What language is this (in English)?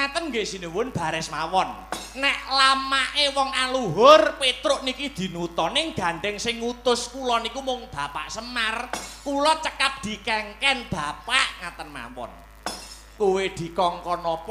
Javanese